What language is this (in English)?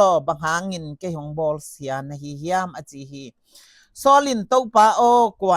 Tedim Chin